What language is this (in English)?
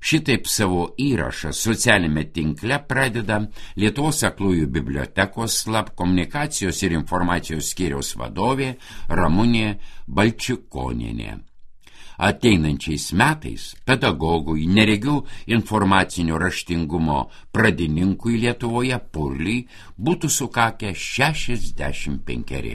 Lithuanian